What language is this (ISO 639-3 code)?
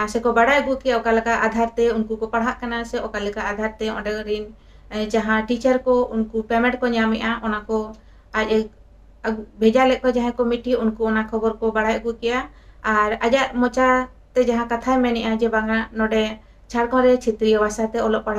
sat